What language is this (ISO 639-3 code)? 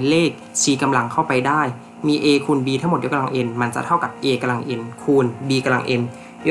tha